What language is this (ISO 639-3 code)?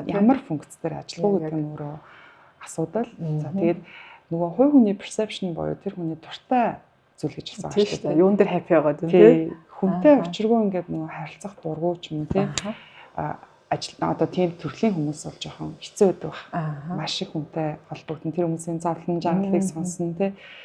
mon